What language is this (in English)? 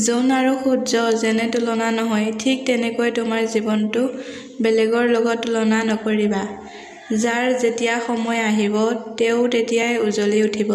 Assamese